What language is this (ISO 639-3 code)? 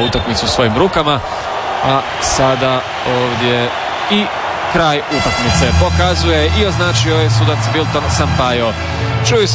hrv